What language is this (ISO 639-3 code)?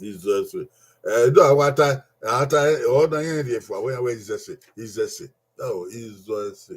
bin